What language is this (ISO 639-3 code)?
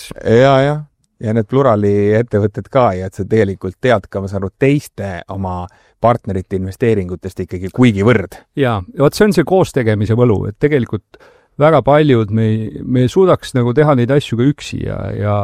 est